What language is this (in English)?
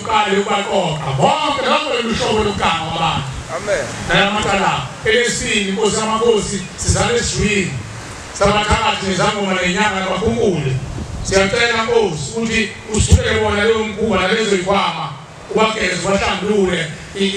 Zulu